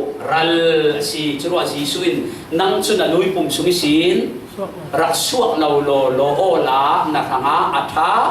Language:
Falam Chin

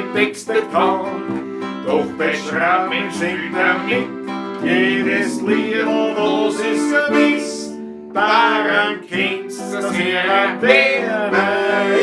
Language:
Bavarian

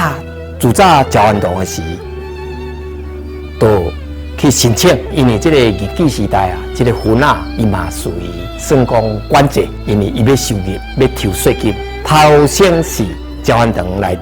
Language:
Min Nan Chinese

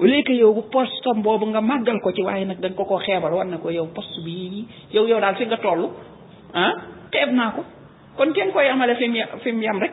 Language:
Wolof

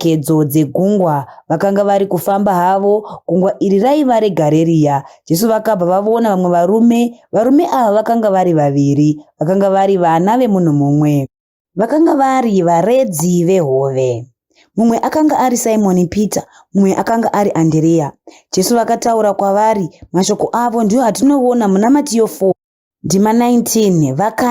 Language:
Shona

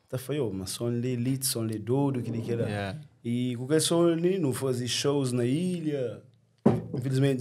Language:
Kabuverdianu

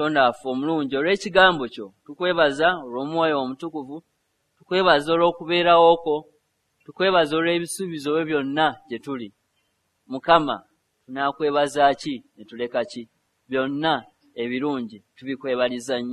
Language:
Ganda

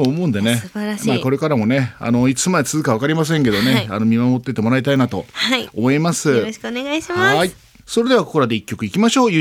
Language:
Japanese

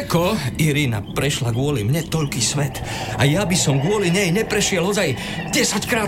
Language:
Slovak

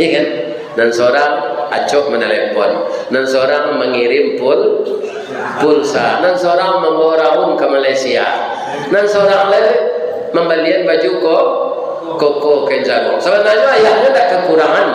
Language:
Minangkabau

